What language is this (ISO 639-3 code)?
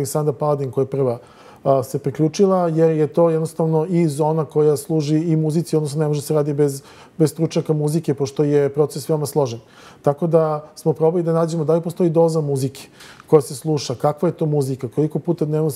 srp